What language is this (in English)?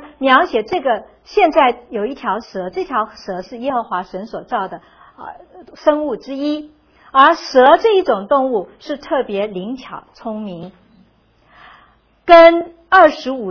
Chinese